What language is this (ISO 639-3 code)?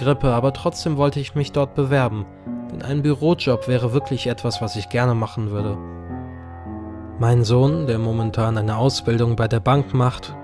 deu